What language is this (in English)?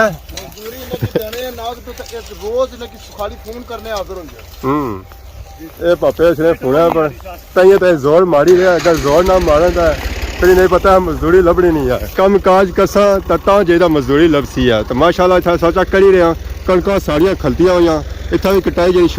Pahari-Potwari